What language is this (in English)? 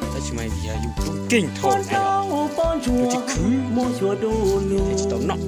Hmong